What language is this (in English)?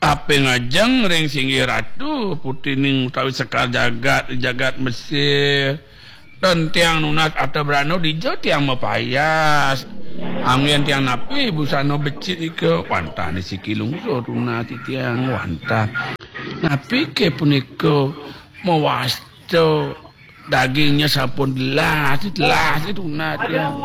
Balinese